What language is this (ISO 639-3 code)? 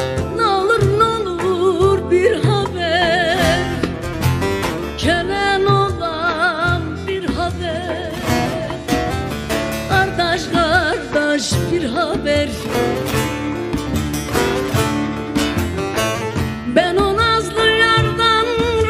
tur